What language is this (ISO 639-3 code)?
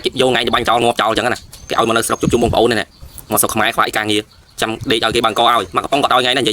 khm